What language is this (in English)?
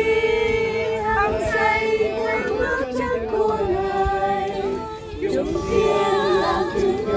Vietnamese